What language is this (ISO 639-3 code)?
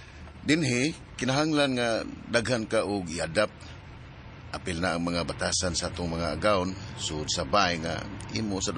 ceb